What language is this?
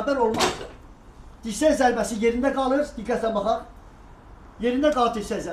Azerbaijani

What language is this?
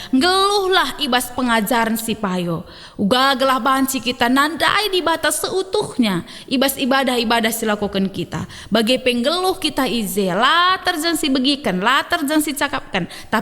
Batak Karo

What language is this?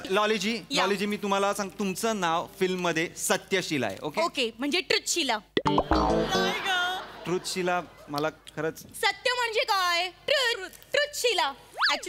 Marathi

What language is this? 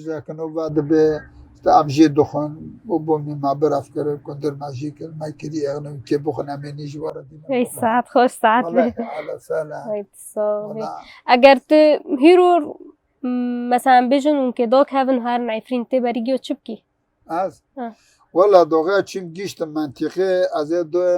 Kurdish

